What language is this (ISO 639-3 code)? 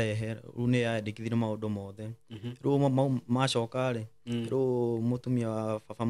kik